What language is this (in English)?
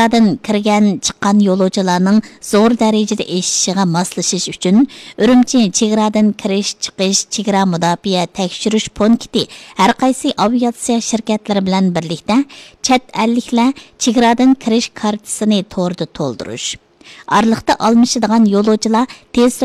Uyghur